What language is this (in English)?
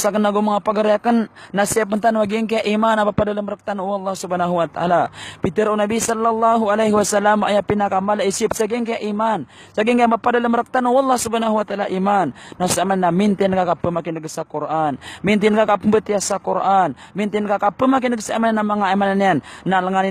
Maranao